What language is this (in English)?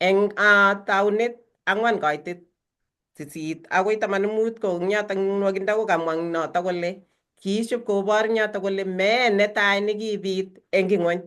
Kalenjin